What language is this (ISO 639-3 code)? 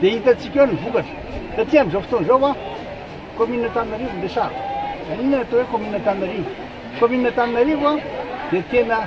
mlg